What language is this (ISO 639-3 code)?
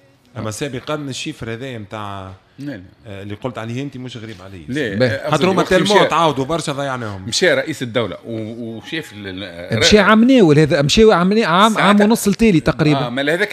aeb